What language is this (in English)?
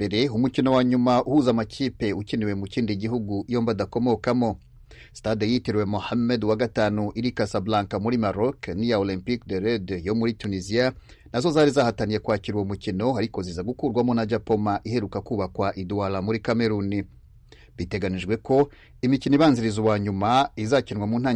Kinyarwanda